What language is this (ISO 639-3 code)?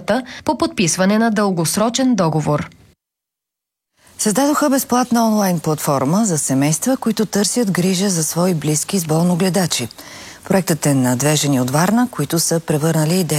bul